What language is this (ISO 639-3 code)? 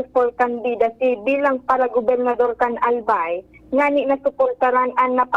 bik